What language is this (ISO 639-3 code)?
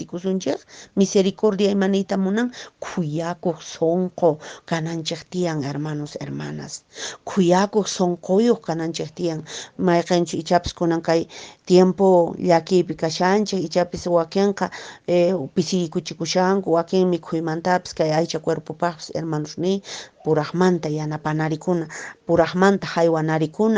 que